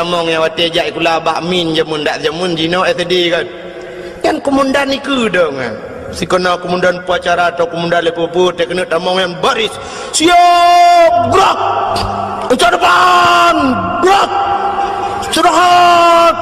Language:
Achinese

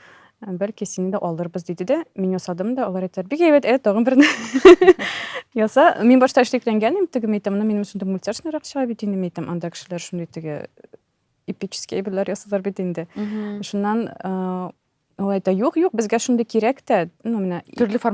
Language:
Tatar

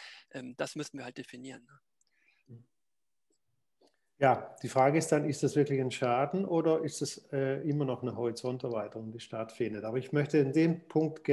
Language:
German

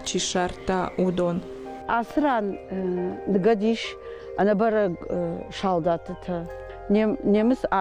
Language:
Ossetic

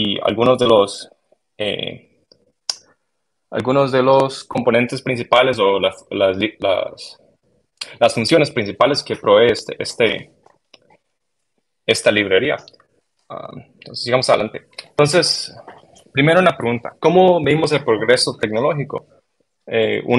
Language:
Spanish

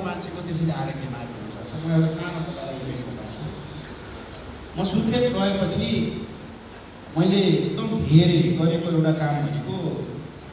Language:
Nepali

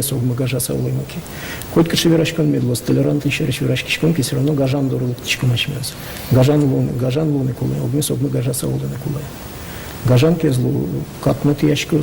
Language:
Udmurt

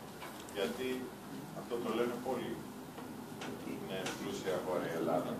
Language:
Greek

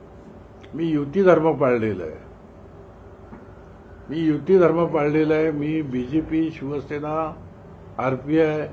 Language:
Marathi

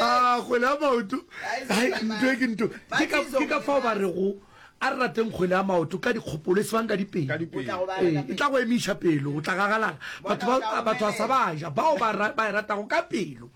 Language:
Northern Sotho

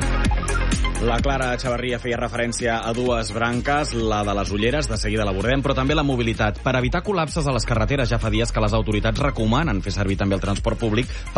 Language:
Catalan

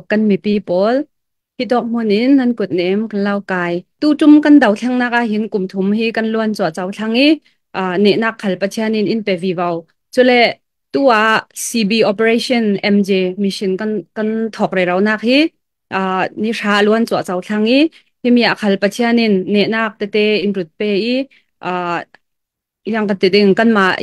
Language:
Falam Chin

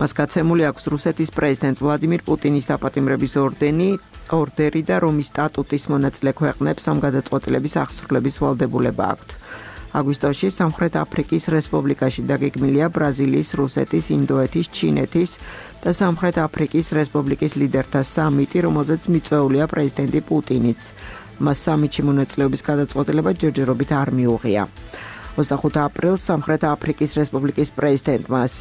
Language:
Georgian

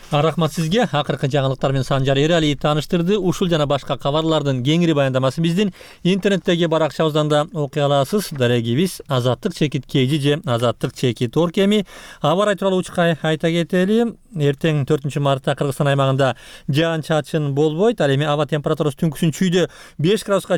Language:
Kyrgyz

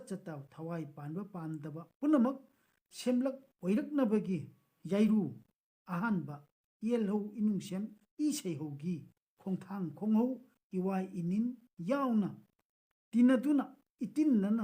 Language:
Manipuri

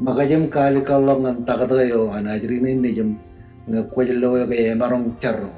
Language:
Marshallese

